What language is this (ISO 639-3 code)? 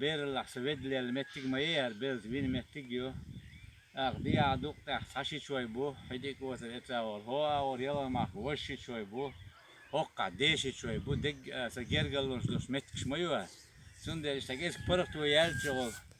che